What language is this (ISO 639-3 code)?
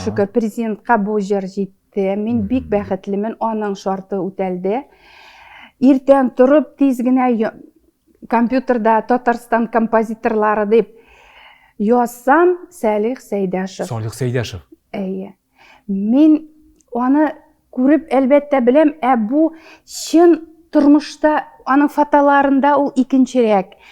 tat